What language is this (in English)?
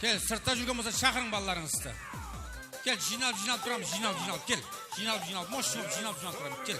Kara-Kalpak